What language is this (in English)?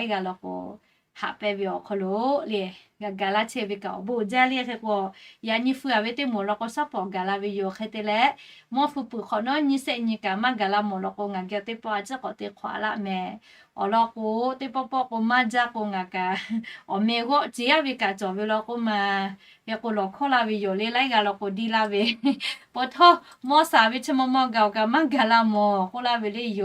Lahu